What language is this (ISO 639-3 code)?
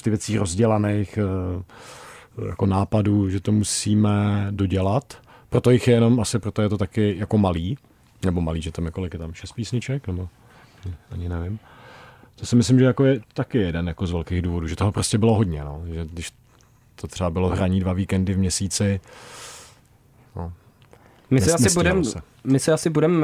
ces